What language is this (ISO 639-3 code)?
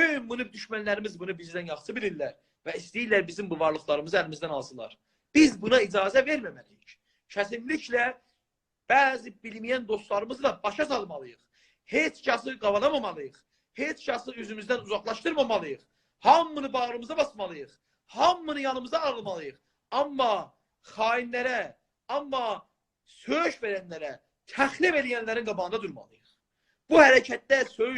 azb